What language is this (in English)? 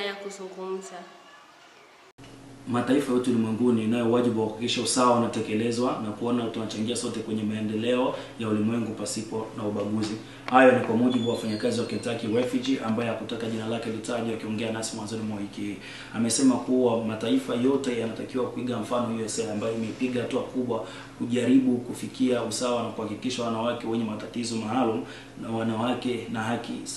Swahili